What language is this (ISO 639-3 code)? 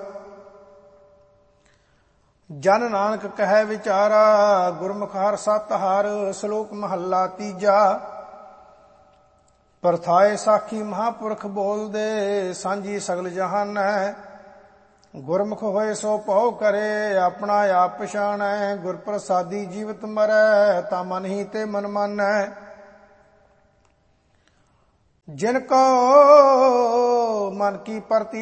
pan